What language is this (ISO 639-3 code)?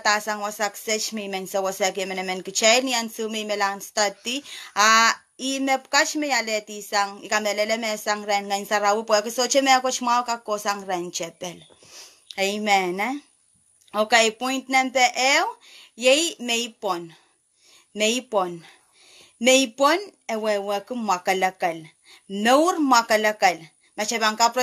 pon